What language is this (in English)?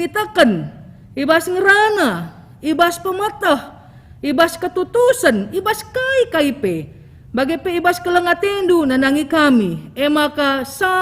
Batak Karo